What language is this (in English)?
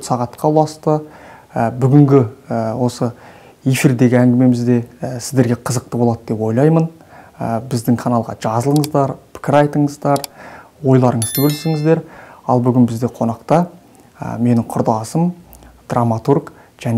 Kazakh